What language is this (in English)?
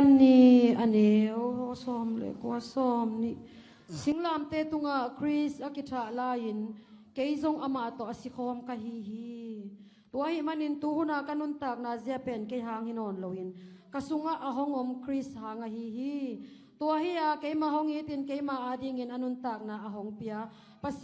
Tedim Chin